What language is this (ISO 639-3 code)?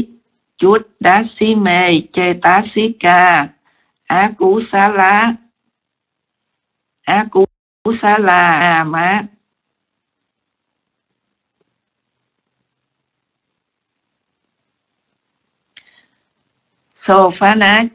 vie